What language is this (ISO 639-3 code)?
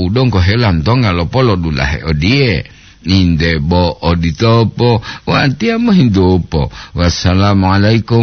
gor